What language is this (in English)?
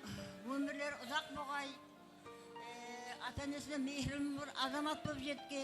Kara-Kalpak